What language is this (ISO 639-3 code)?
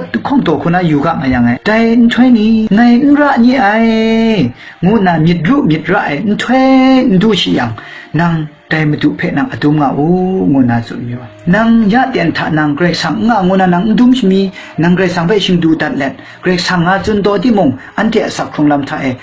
kac